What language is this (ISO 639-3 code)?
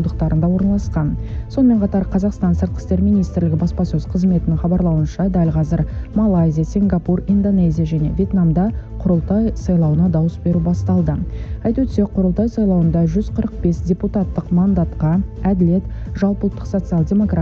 kaz